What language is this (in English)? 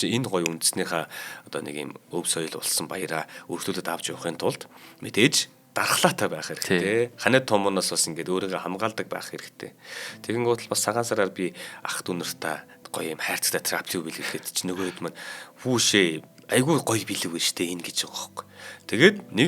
Mongolian